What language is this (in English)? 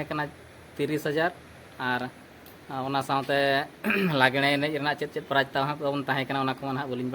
Santali